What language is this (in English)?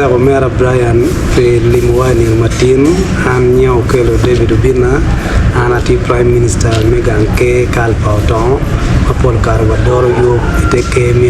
Acoli